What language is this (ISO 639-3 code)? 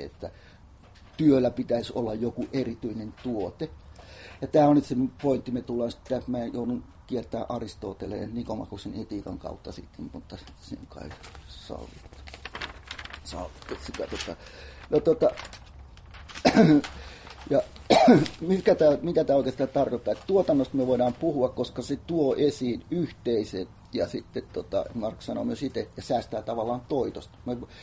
fin